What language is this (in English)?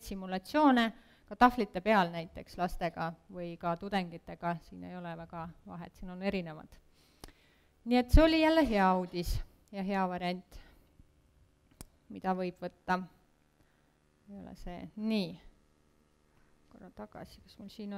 Estonian